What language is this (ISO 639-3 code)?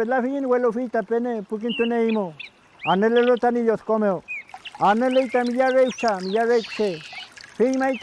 arn